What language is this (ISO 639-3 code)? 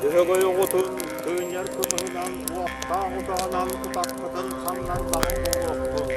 sah